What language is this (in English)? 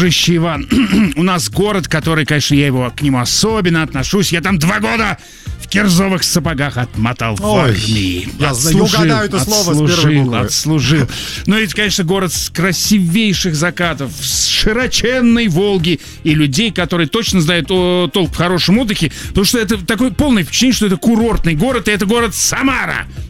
Russian